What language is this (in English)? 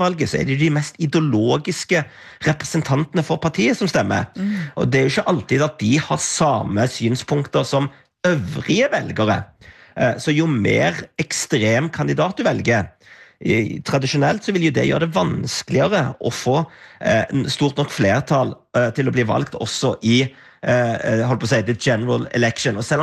Norwegian